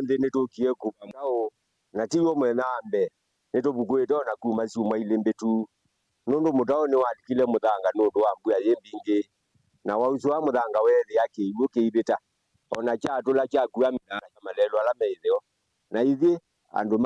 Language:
Kamba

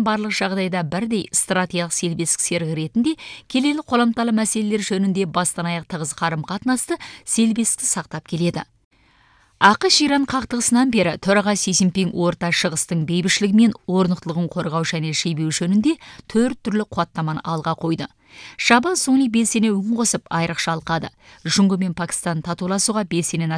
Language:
Kazakh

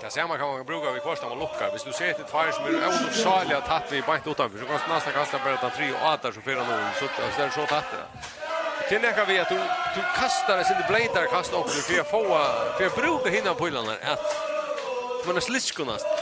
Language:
Faroese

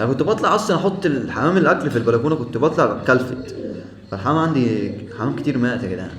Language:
Egyptian Arabic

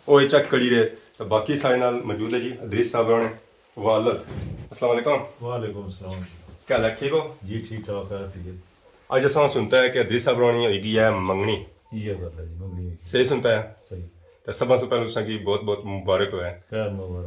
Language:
Pahari-Potwari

